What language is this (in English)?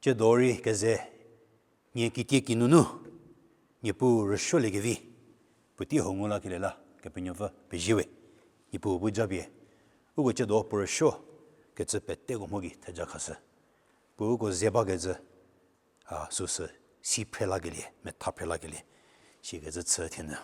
Angami Naga